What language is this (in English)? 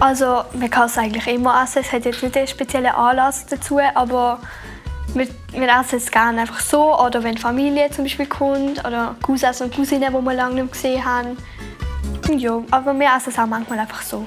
Swiss German